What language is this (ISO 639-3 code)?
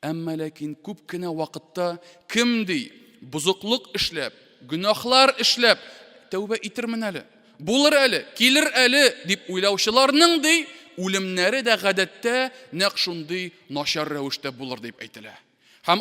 tat